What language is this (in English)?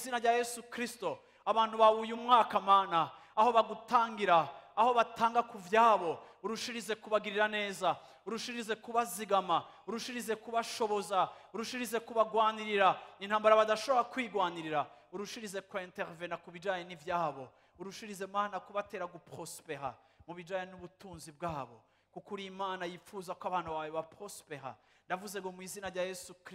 Rundi